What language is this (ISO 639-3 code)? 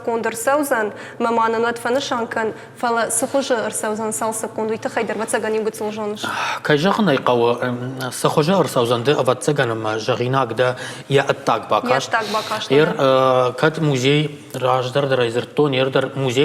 oss